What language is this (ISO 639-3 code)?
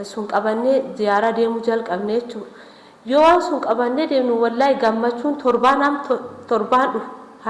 orm